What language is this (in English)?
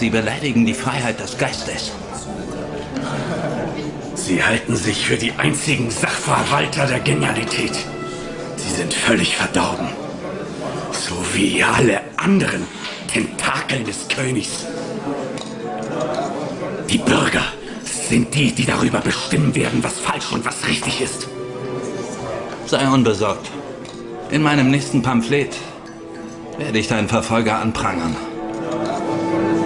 German